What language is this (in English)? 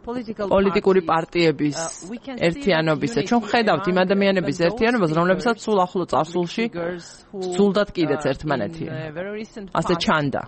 Georgian